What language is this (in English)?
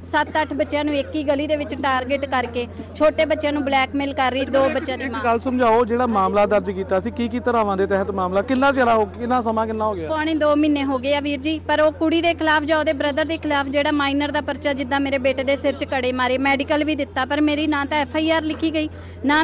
Punjabi